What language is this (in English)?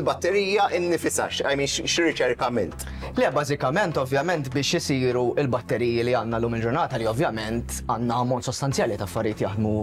Maltese